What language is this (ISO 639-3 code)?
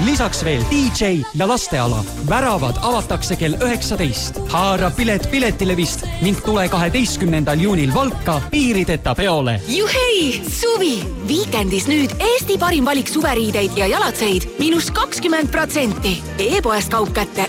est